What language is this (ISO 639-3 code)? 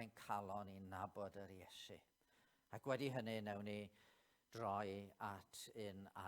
cym